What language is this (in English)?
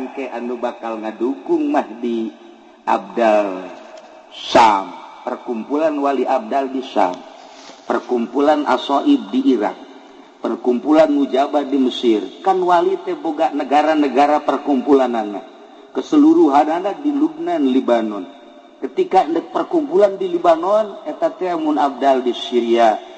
Sundanese